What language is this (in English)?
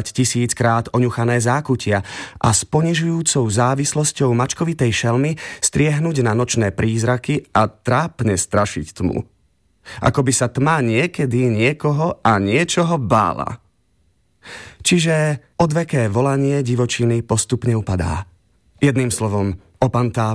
Slovak